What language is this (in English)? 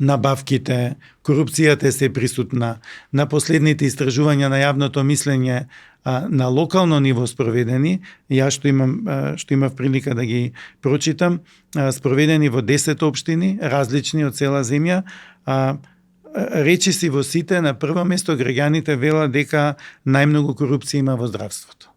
Macedonian